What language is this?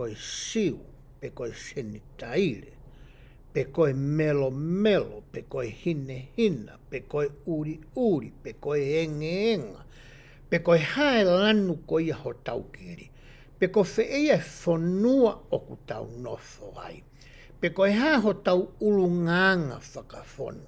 Tongan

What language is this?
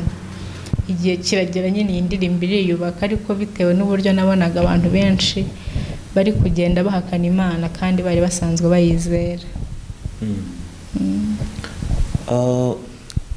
Kinyarwanda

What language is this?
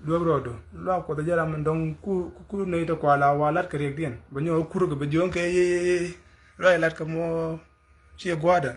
Nuer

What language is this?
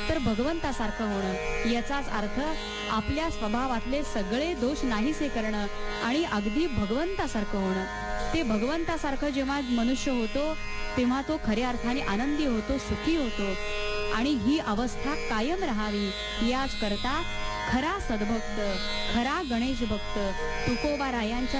Marathi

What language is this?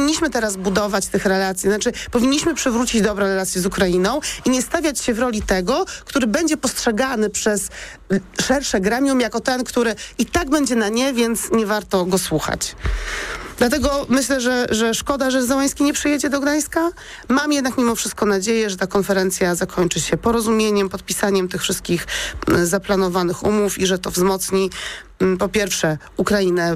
Polish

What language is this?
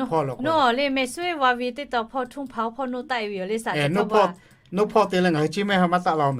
Lahu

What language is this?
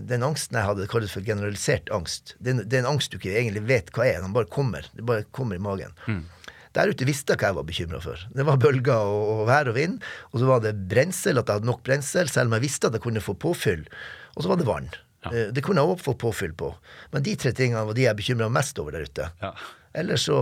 Norwegian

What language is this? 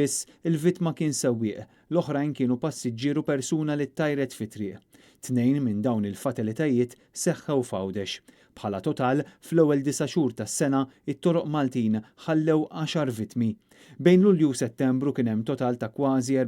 Maltese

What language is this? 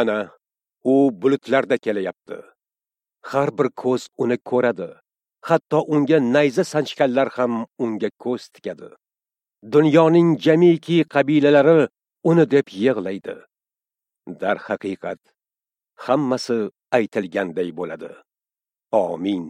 Uzbek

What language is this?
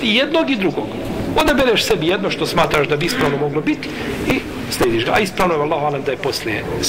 Bosnian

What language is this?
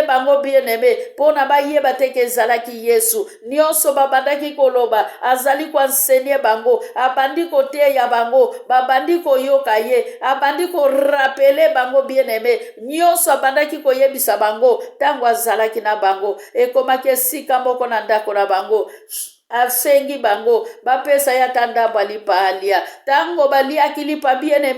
Lingala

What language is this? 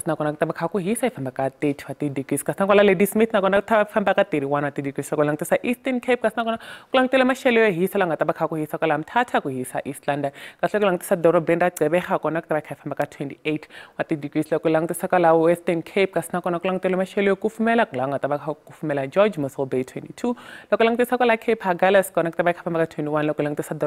Tsonga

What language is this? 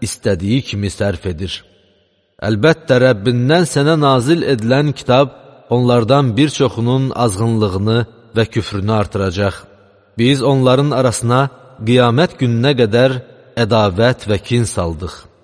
Azerbaijani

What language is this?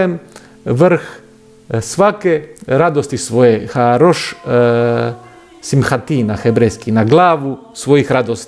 Croatian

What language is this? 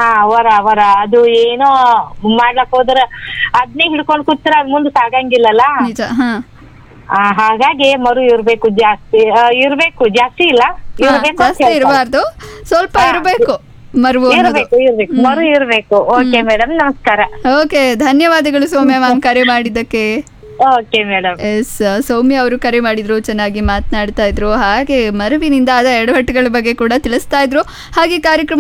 Kannada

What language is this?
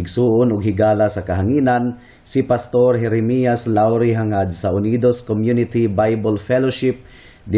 Cebuano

